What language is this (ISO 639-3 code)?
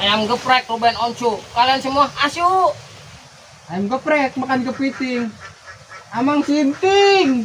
sun